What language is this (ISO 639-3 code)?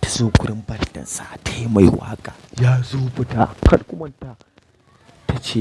hau